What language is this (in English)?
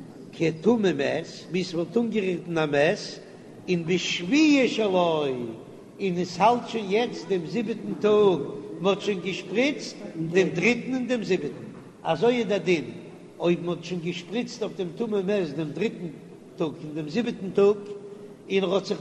Yiddish